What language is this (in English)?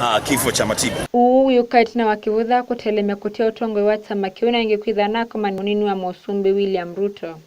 Kamba